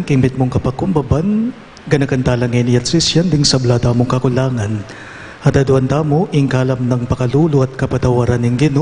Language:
Pampanga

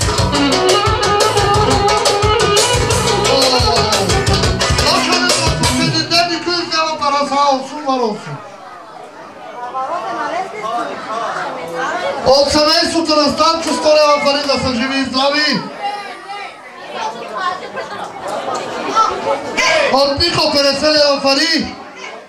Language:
Bulgarian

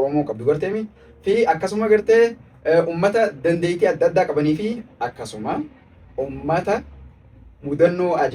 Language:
Oromo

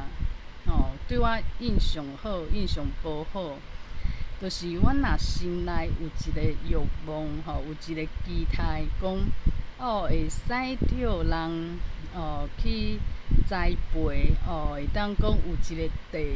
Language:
Min Nan Chinese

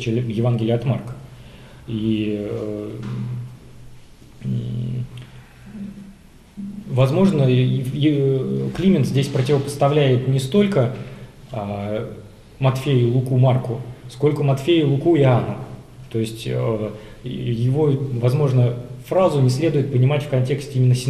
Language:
Russian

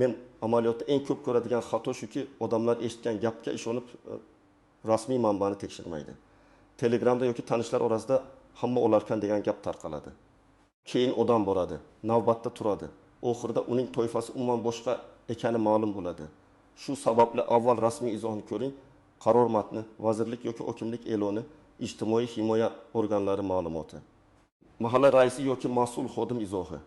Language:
Uzbek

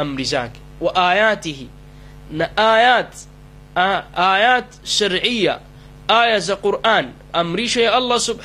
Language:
Swahili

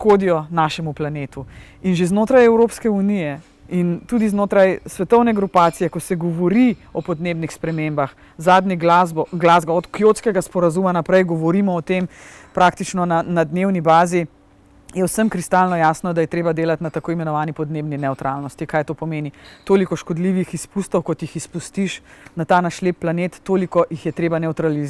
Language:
Slovenian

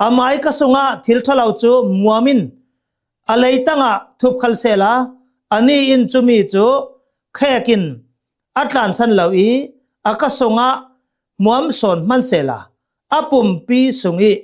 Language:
Hakha Chin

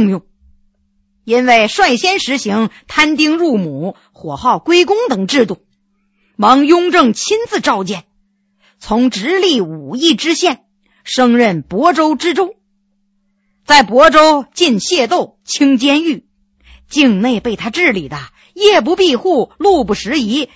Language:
Chinese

